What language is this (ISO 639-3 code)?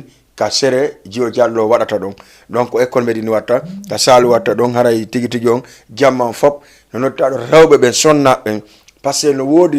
ful